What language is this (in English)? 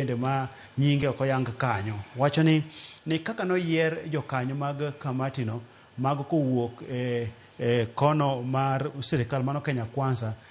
Luo (Kenya and Tanzania)